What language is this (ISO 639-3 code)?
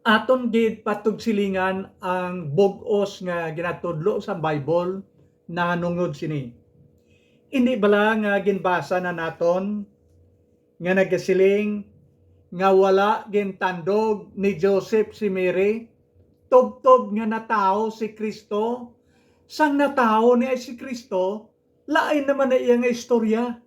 hil